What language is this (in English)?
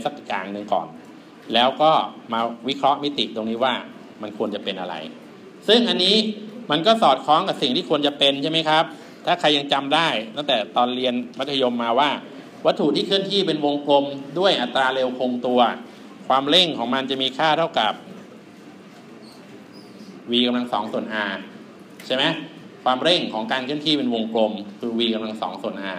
Thai